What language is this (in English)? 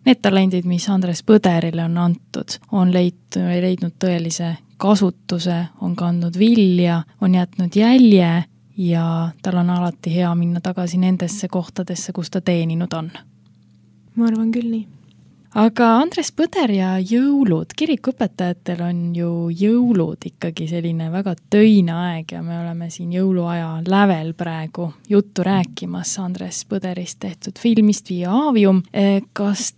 Estonian